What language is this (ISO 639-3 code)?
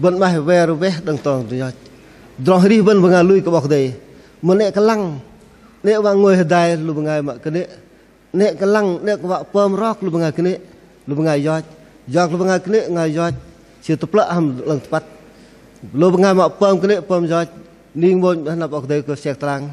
bdq